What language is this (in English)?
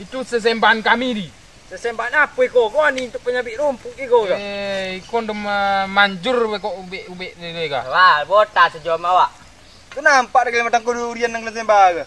Minangkabau